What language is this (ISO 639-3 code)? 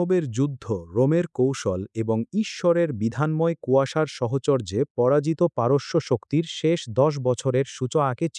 ben